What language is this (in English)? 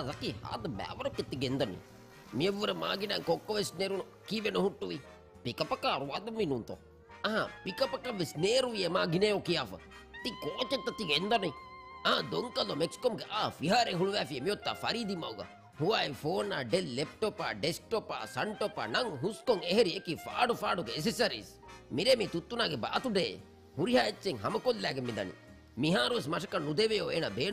Divehi